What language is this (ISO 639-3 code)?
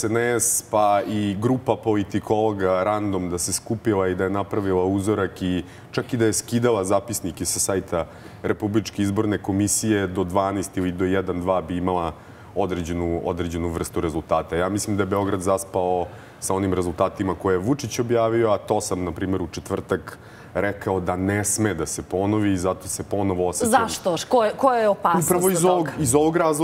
srp